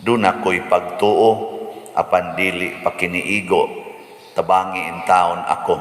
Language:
Cebuano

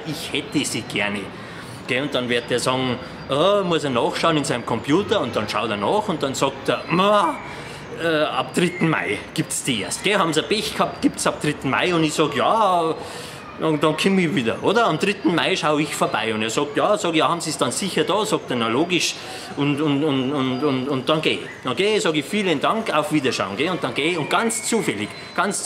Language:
Bavarian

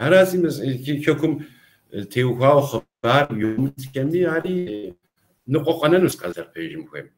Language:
Kabardian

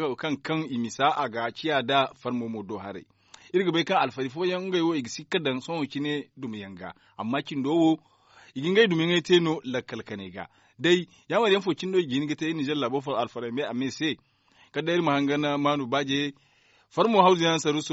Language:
Zarma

